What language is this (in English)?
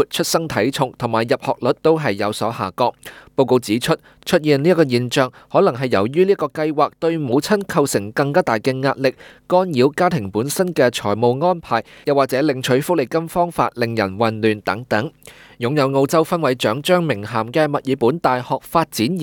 Cantonese